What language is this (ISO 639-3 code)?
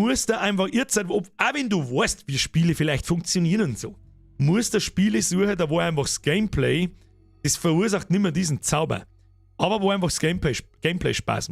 bar